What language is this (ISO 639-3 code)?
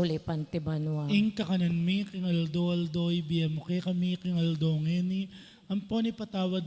pam